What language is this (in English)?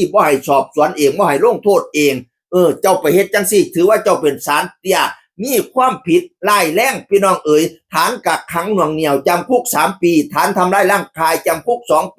Northeastern Thai